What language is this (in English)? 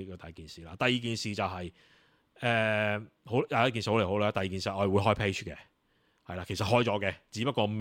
Cantonese